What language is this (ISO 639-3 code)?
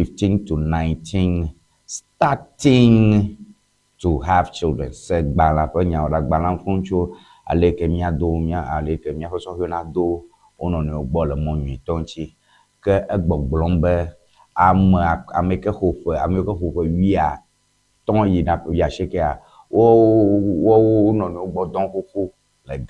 ewe